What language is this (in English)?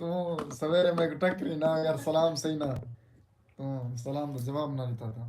Saraiki